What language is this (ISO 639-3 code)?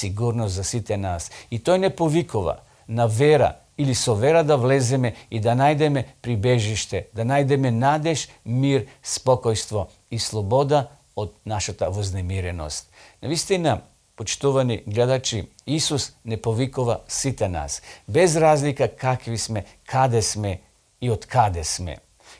mkd